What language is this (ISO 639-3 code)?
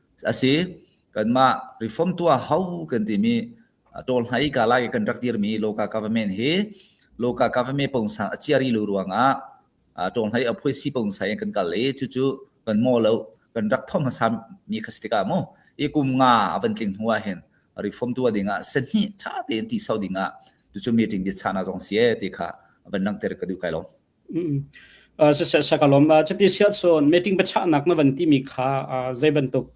cnh